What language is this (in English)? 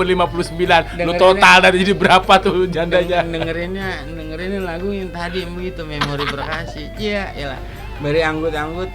Betawi